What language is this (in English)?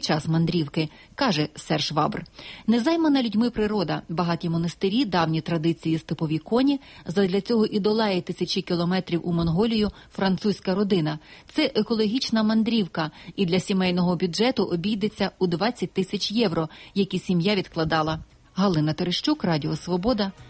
Ukrainian